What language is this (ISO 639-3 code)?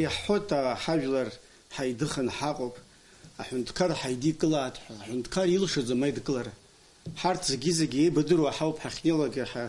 abk